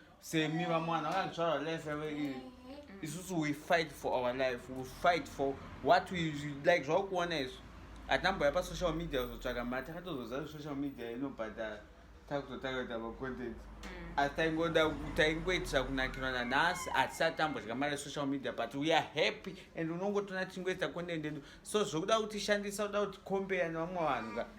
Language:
Shona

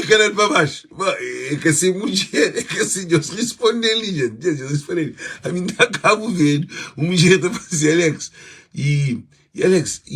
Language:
Kabuverdianu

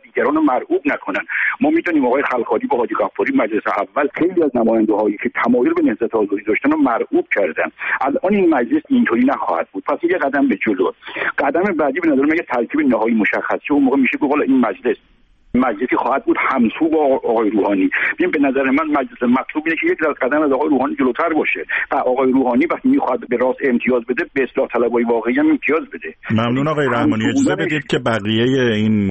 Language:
Persian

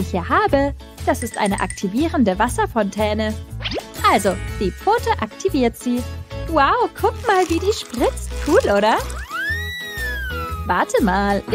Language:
German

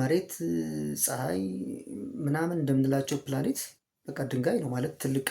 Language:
Amharic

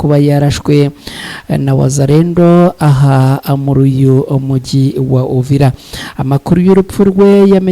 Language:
Kinyarwanda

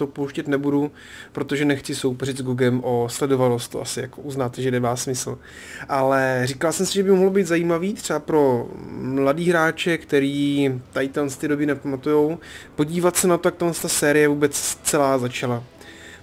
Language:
Czech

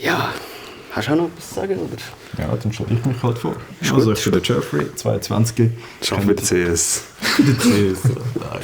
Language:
Swiss German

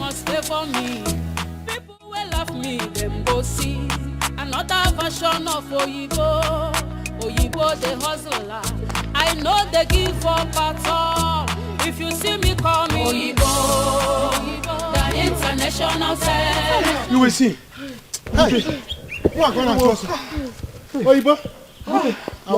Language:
Nigerian Pidgin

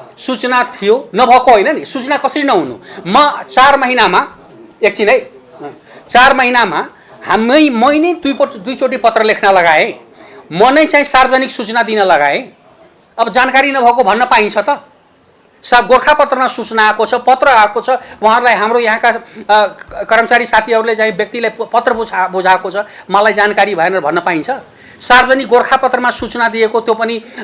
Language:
Nepali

